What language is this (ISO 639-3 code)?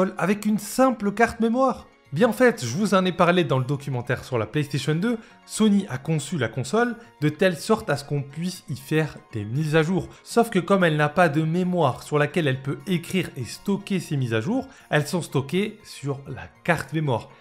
fra